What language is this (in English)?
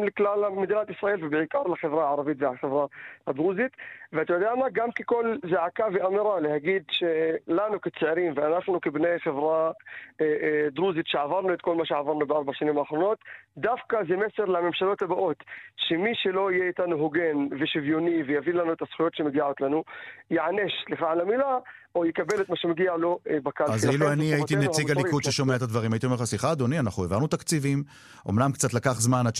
Hebrew